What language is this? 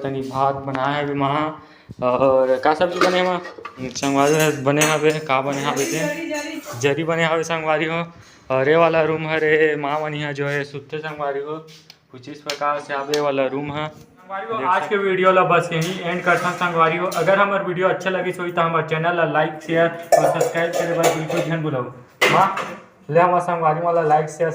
Chhattisgarhi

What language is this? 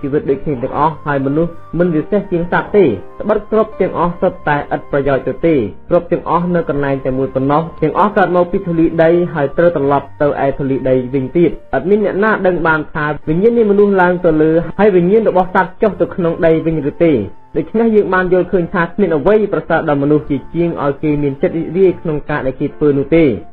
Khmer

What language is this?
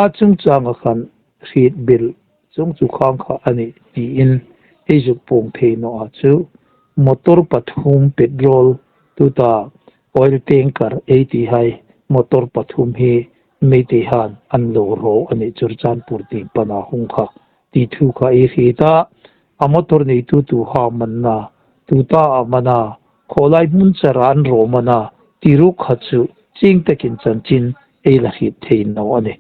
Hmar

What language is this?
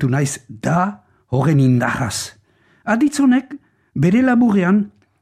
Basque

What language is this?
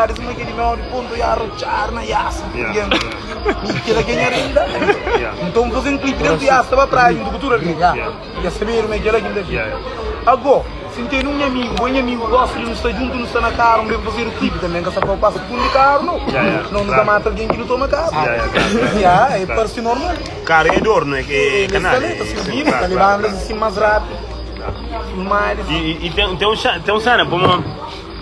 Kabuverdianu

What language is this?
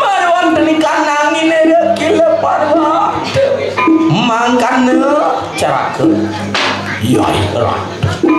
Balinese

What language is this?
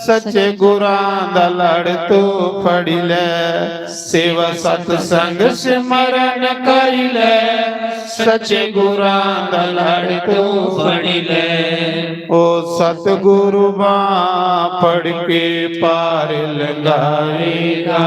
Dogri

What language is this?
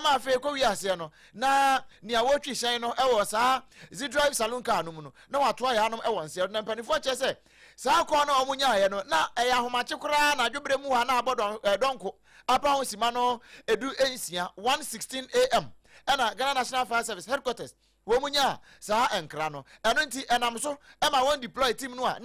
Akan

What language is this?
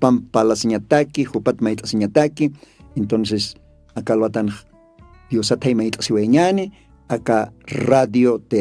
Aymara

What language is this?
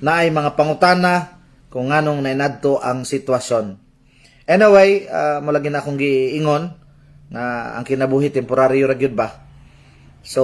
Cebuano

